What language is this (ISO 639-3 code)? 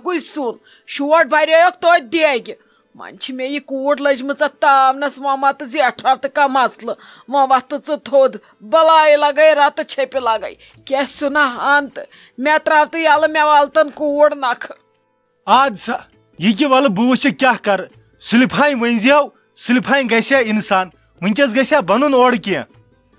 kas